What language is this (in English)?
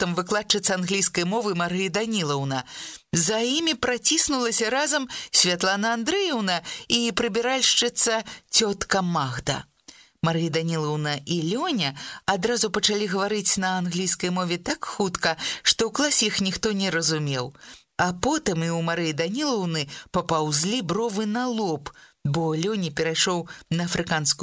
Belarusian